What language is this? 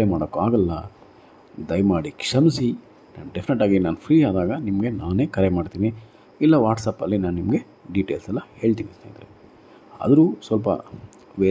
Kannada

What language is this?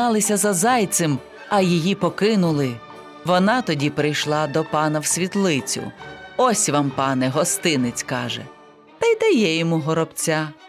Ukrainian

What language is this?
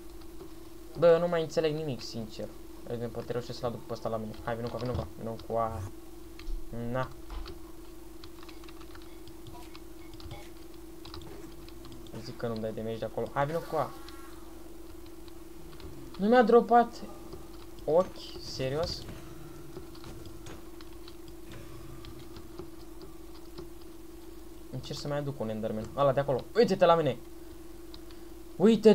Romanian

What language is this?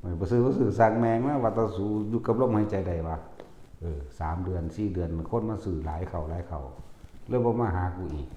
Northeastern Thai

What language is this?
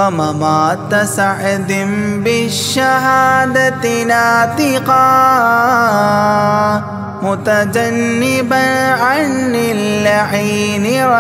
Arabic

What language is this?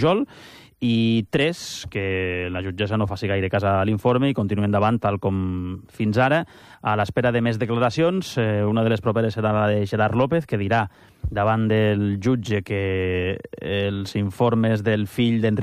Catalan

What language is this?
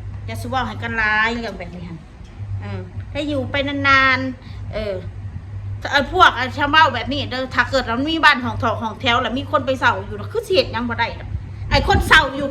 Northeastern Thai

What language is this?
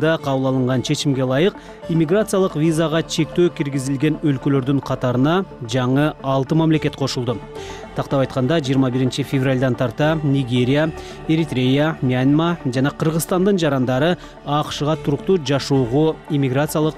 Kyrgyz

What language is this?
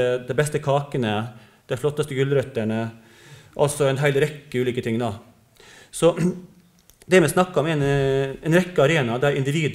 Norwegian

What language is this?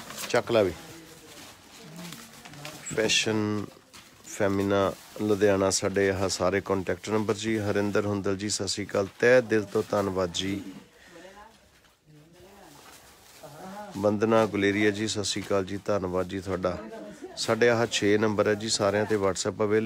Punjabi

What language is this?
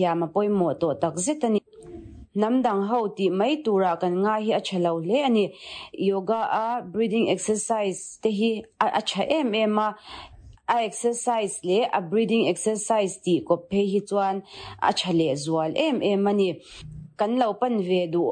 Mizo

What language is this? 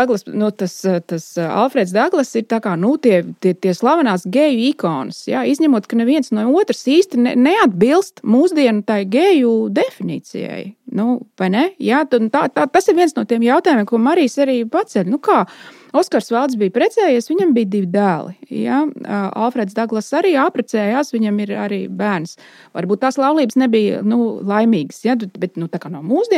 Latvian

